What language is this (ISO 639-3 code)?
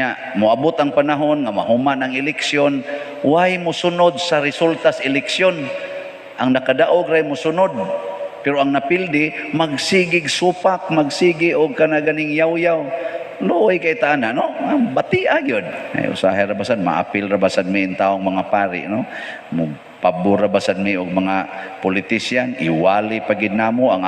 ceb